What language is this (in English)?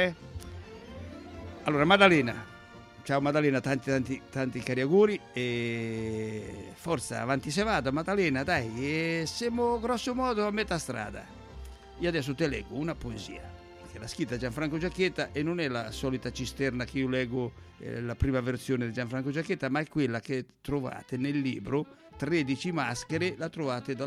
Italian